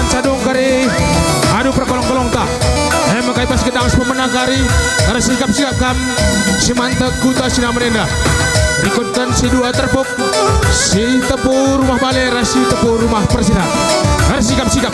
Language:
Batak Karo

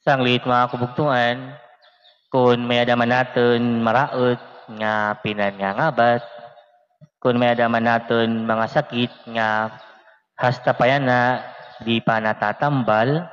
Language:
Waray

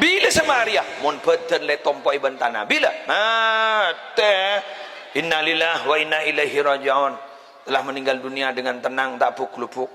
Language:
Madurese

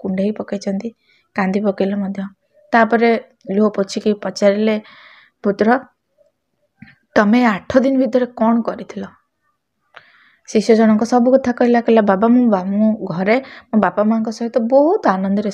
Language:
Odia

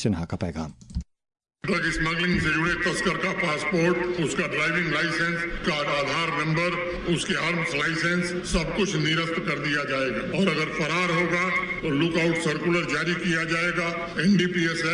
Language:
Urdu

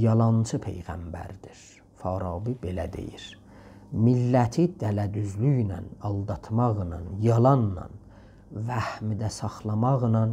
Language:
South Azerbaijani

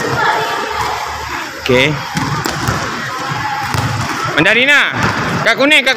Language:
Malay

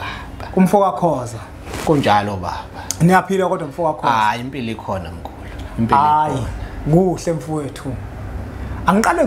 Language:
Zulu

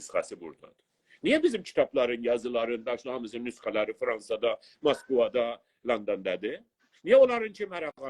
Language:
South Azerbaijani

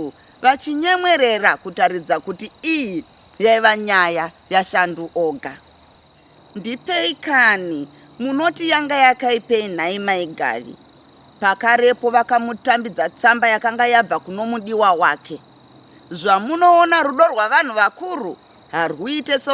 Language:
Shona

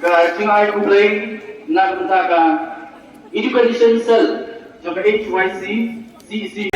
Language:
Khasi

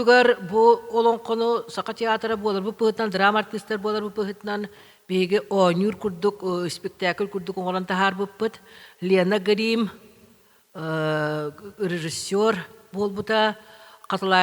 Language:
Yakut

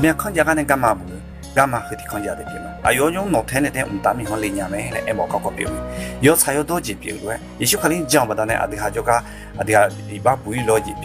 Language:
Akha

